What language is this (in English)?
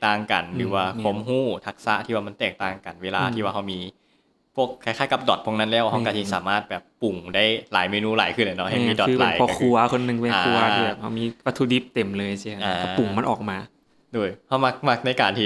Lao